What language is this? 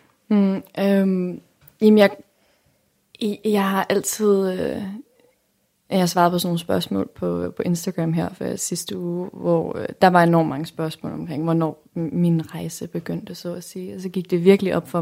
Danish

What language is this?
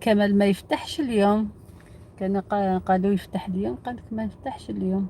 Algerian Arabic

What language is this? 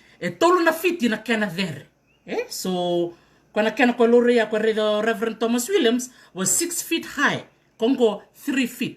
Fijian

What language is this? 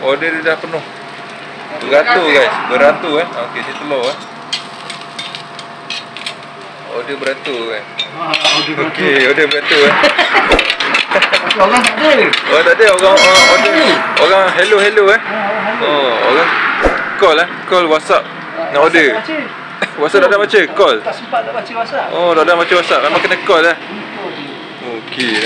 Malay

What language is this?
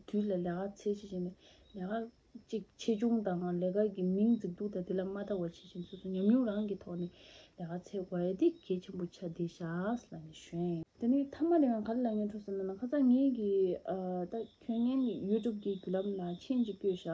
Tibetan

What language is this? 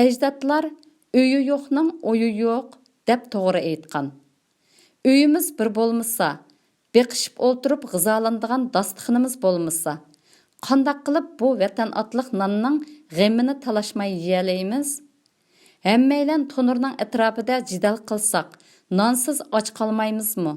Uyghur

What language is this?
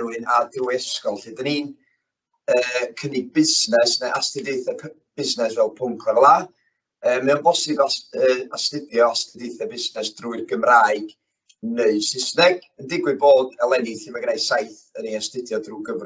Welsh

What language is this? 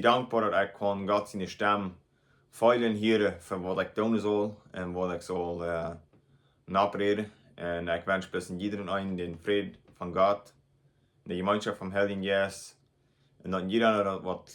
Plautdietsch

